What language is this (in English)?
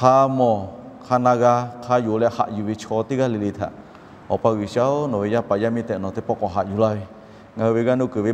Lahu